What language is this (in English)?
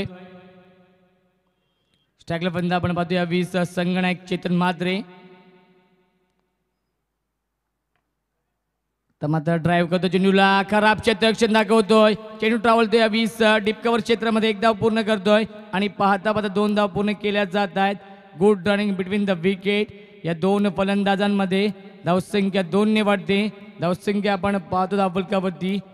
Marathi